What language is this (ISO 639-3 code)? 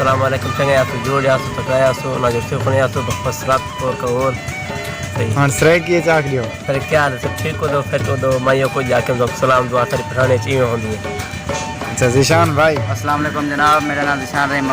skr